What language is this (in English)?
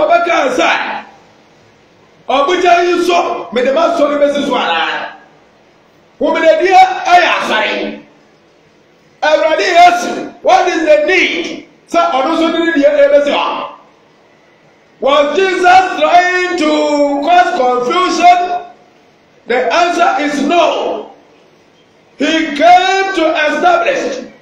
English